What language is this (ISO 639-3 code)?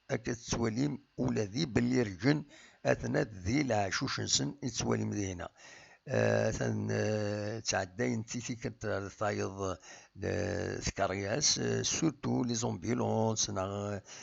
kab